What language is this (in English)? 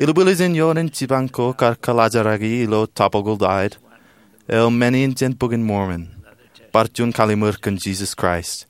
Marshallese